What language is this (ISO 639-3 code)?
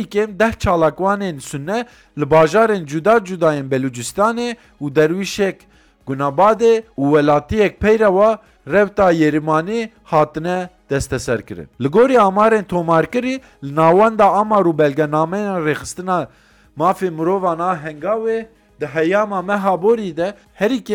kur